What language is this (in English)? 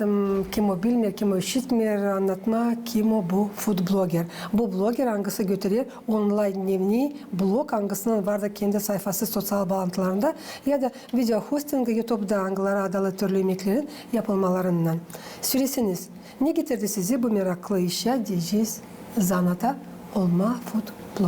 Gagauz